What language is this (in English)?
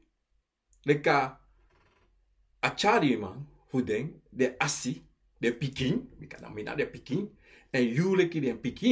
Sranan Tongo